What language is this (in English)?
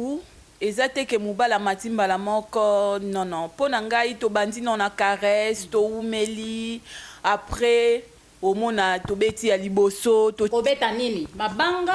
Lingala